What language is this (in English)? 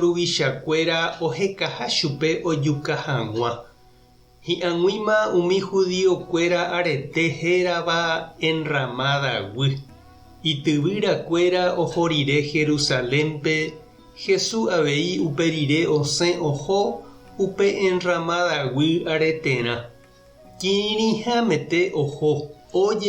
Guarani